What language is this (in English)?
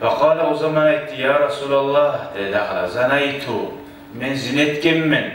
Kumyk